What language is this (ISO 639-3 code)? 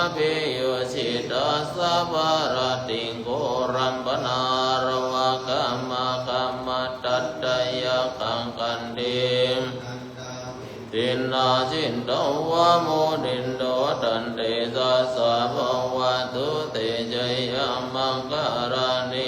pli